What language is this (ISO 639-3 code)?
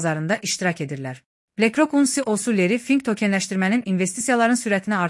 aze